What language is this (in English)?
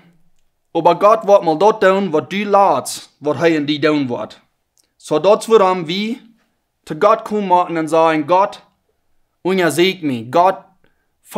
Plautdietsch